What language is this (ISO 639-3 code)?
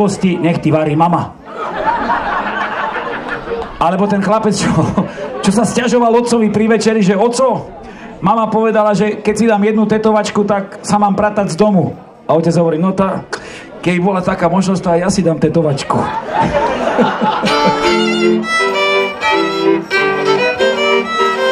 slk